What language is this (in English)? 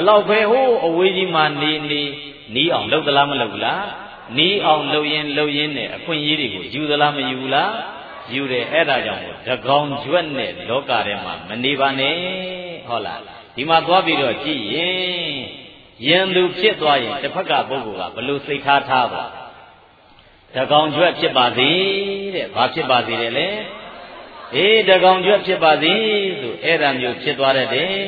Burmese